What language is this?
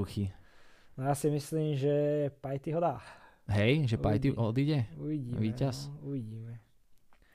Slovak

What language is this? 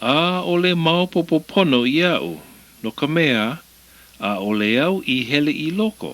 Hawaiian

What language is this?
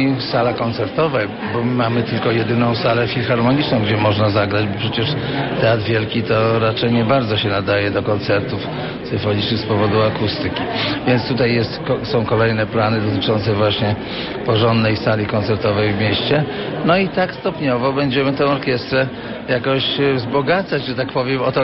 Polish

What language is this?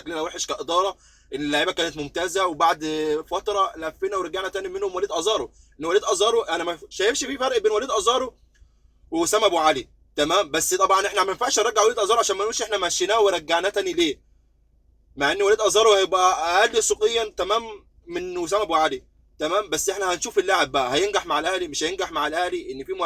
Egyptian Arabic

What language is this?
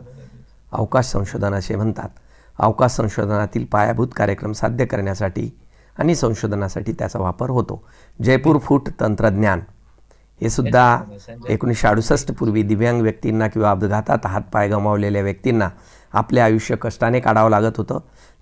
Marathi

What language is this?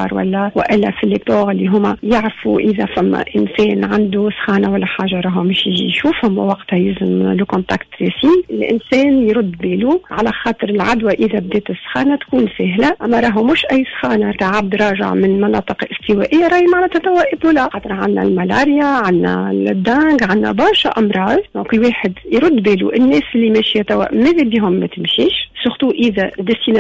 Tunisian Arabic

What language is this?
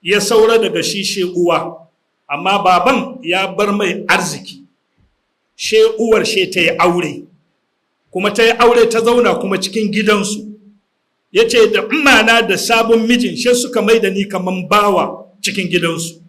Hausa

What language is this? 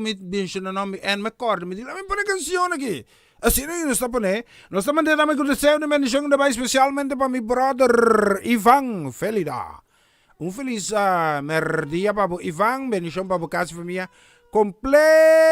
Papiamento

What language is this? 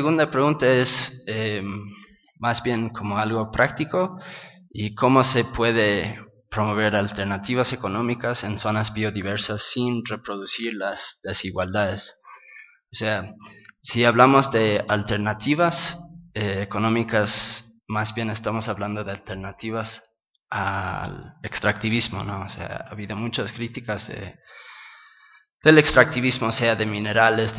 Spanish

